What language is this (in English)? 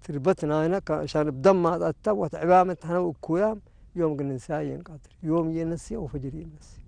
Tigre